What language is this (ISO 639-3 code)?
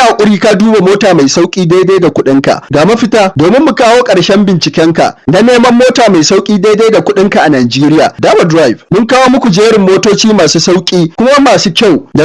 hau